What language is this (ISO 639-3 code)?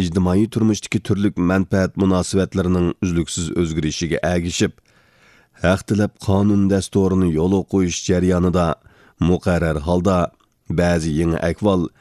uig